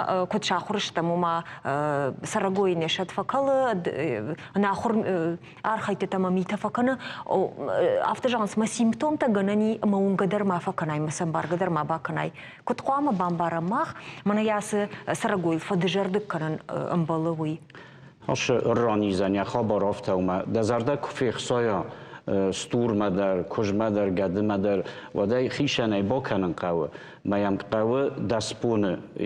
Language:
Ossetic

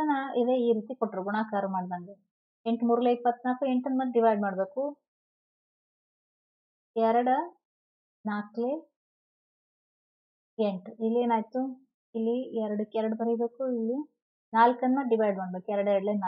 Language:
Kannada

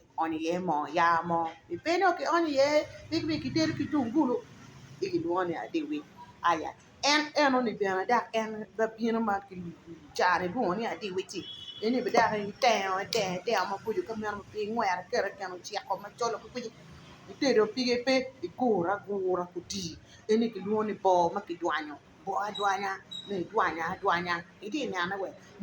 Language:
Acoli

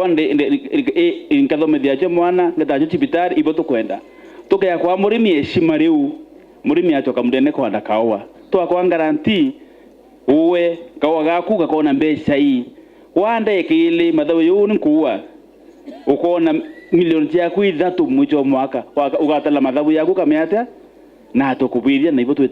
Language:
Meru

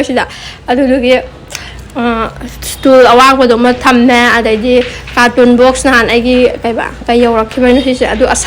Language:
Manipuri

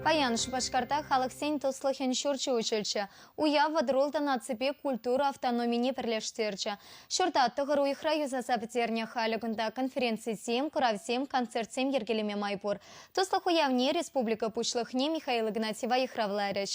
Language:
Chuvash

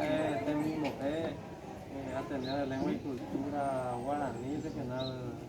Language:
Guarani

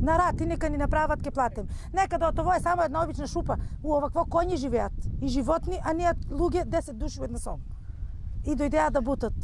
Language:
Macedonian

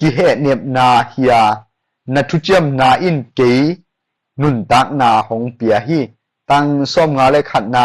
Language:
Tedim Chin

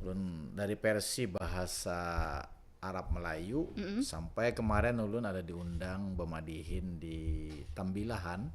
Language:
Banjar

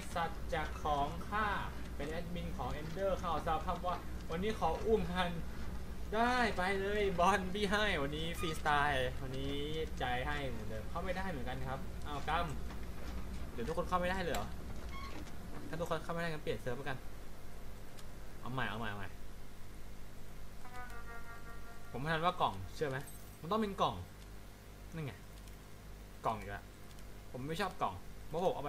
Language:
Thai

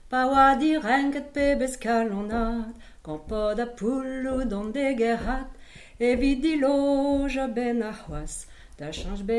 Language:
Breton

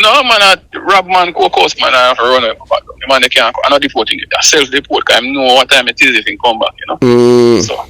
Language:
Jamaican Creole English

